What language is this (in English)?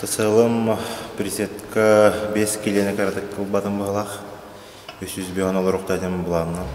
Yakut